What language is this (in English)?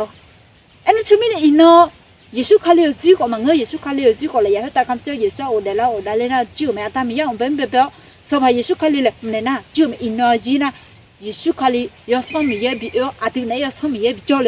Akha